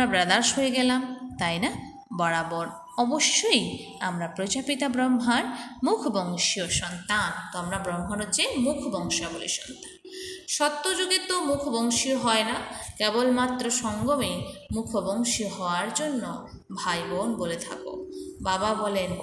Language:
Bangla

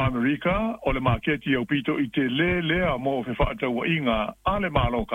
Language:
Samoan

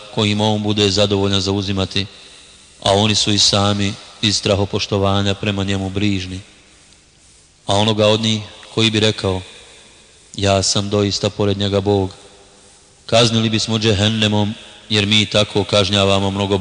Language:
Bosnian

